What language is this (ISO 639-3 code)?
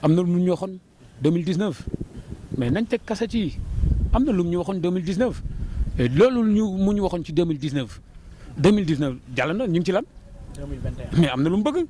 wol